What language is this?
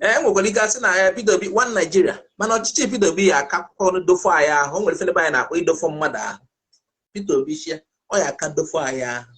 Igbo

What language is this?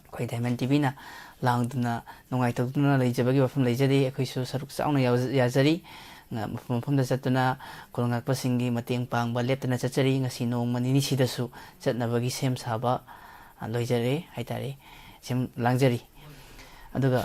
Manipuri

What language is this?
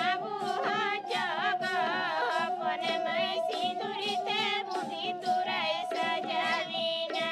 Santali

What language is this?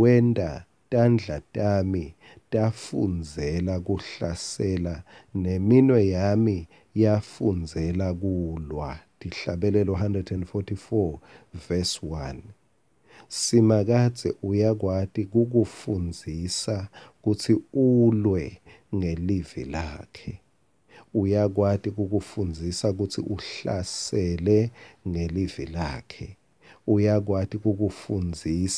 Swati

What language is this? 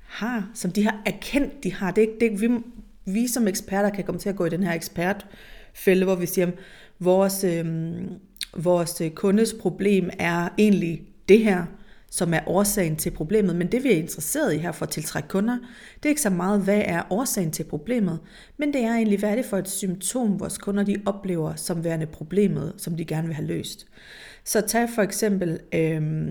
Danish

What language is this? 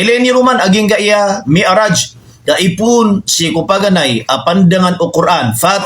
Maranao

